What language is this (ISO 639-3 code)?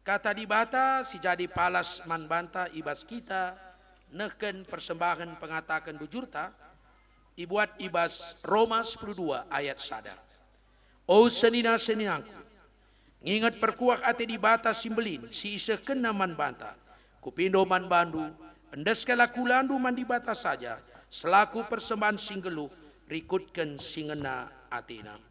btx